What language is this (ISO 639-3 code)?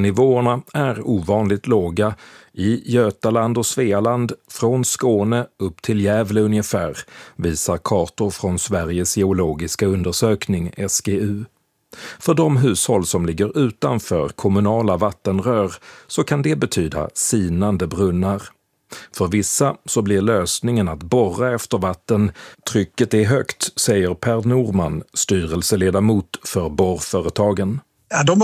swe